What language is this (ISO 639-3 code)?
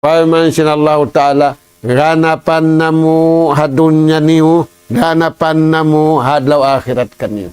tsg